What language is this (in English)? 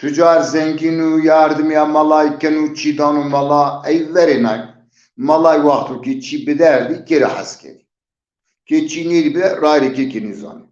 Zaza